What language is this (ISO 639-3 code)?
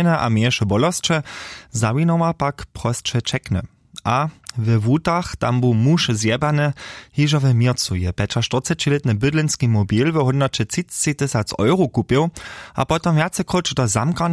hsb